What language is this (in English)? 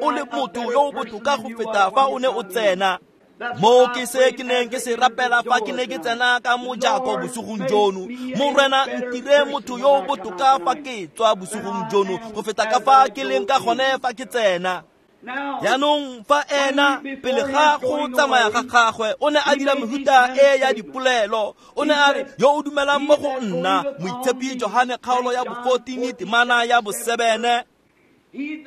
Tswana